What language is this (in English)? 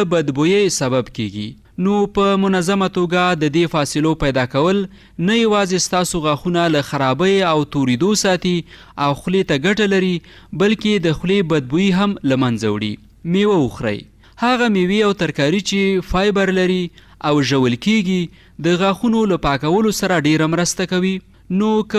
Pashto